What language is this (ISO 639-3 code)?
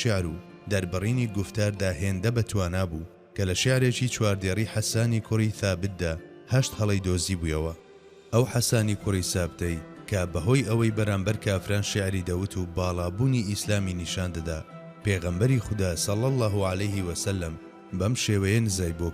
ckb